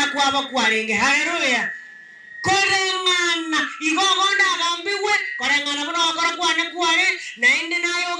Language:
Gusii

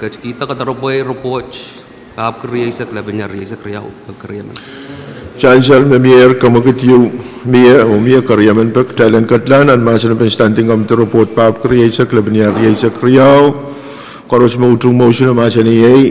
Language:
Pohnpeian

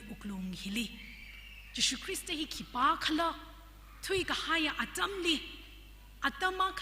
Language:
Tangkhul Naga (India)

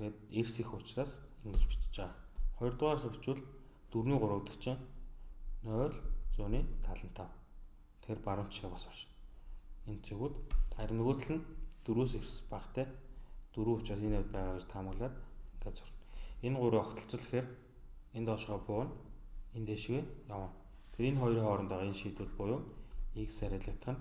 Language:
Mongolian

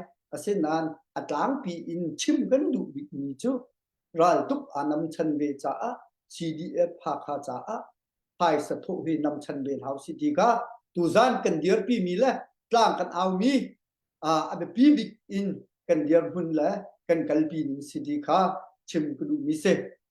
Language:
Hakha Chin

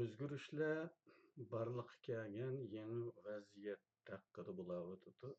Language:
Uyghur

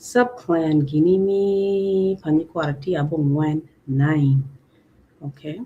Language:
Acoli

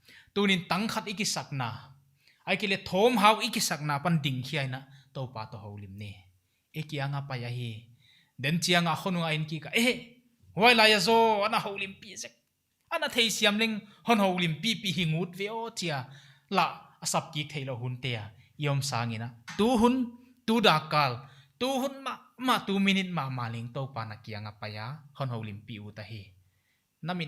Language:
Paite Chin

